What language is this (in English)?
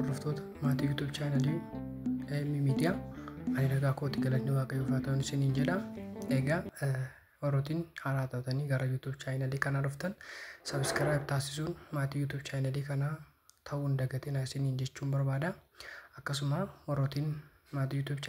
Oromo